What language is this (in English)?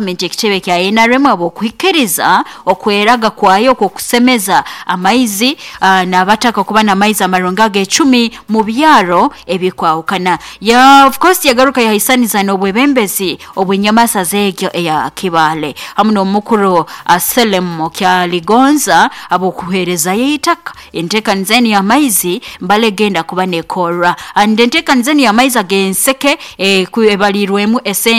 Nyoro